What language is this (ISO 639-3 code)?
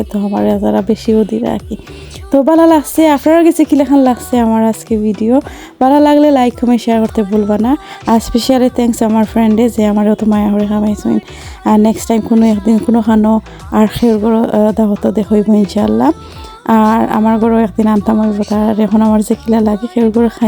syl